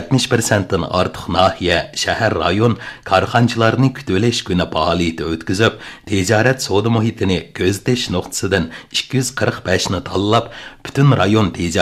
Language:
Uyghur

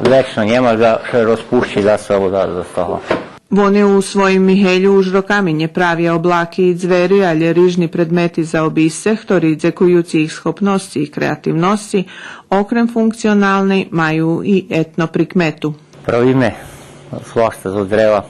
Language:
Rusyn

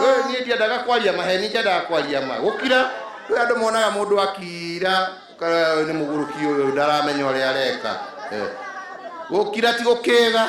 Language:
Kikuyu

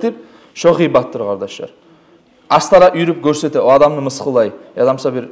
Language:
Kumyk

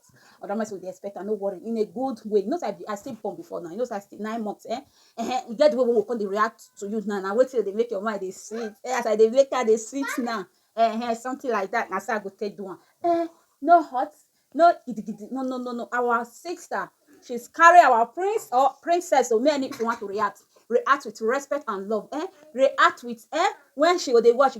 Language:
Nigerian Pidgin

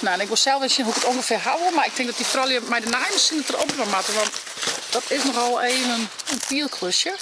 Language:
Western Frisian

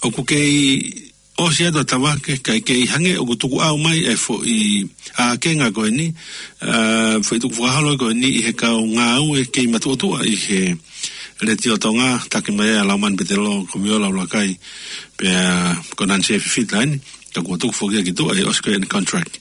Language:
Tongan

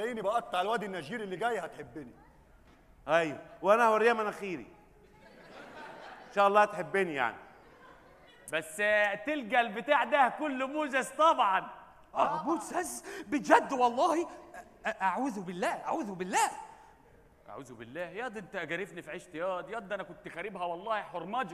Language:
Egyptian Arabic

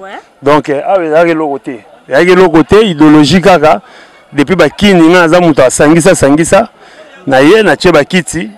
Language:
Lingala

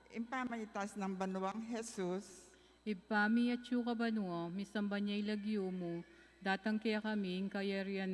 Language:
Pampanga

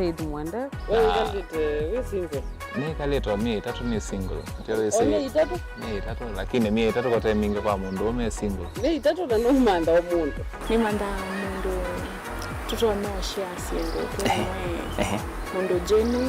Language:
Kamba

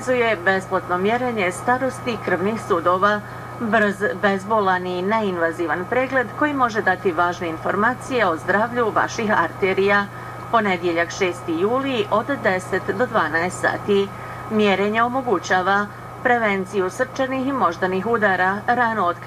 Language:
Bosnian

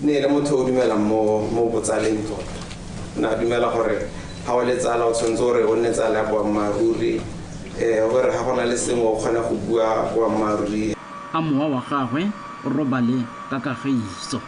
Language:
Tswana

